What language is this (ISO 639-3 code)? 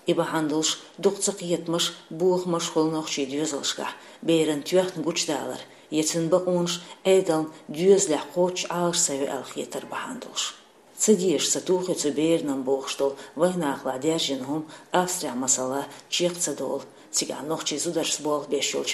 che